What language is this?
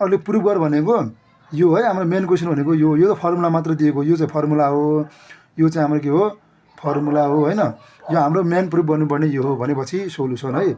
Nepali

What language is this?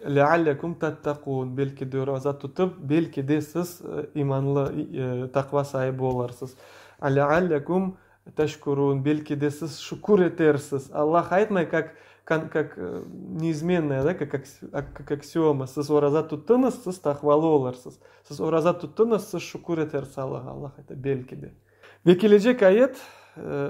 Crimean Tatar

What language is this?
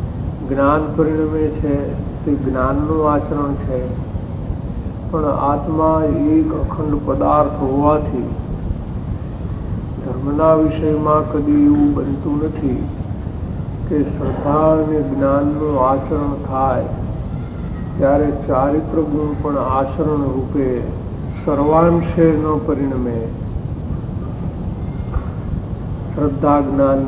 Gujarati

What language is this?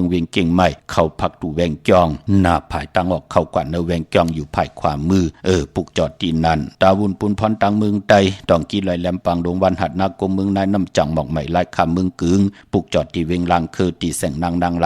Shan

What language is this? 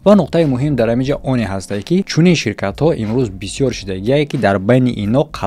Tajik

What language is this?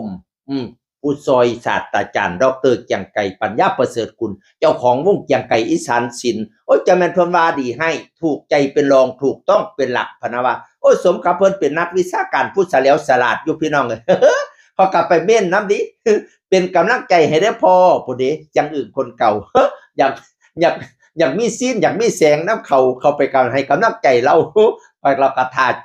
Northeastern Thai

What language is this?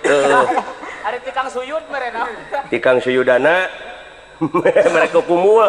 Sundanese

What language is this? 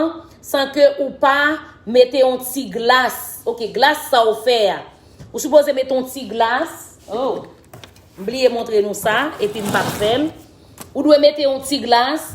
Haitian Creole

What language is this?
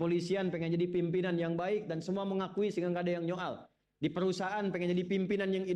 Indonesian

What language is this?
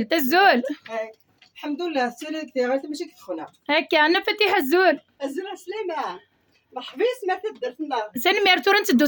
Kabyle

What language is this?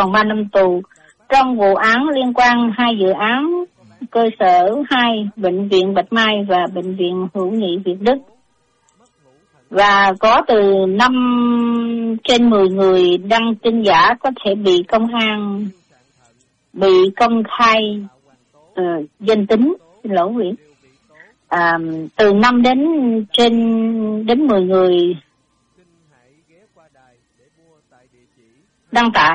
Vietnamese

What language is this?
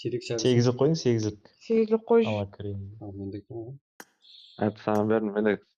Kara-Kalpak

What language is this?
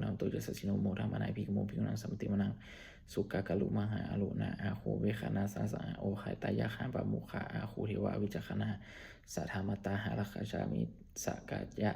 Pali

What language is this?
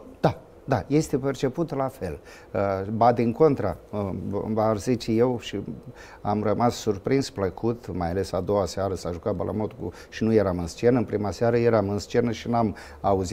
Romanian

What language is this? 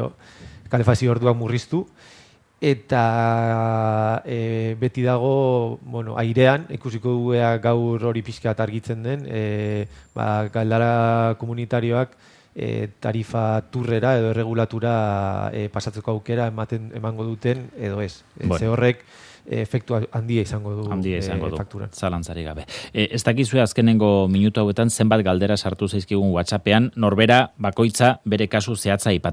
Basque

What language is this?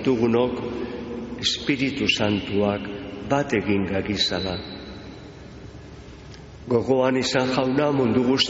Basque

